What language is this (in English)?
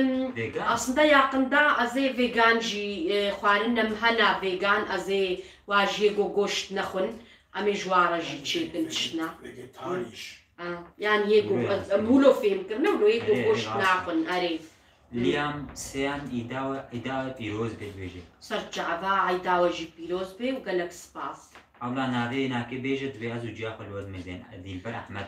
Kurdish